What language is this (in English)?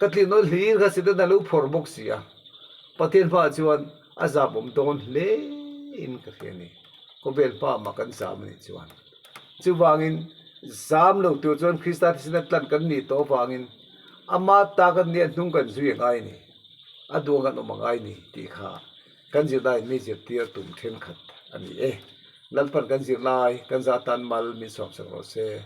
Mizo